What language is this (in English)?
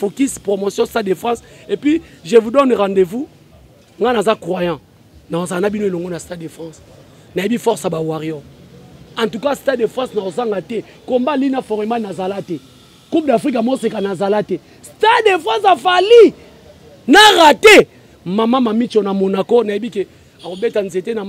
Lingala